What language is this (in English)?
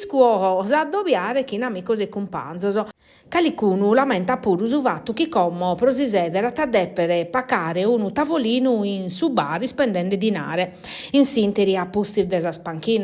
Sardinian